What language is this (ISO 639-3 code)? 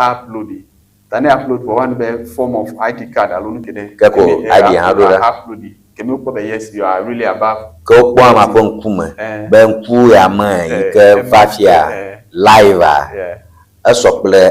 ewe